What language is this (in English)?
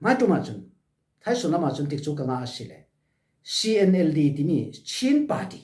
Falam Chin